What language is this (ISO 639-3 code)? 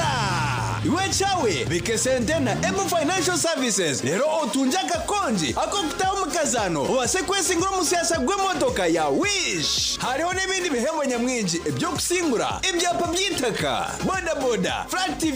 nyn